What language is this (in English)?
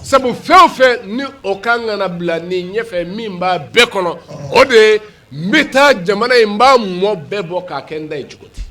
Bambara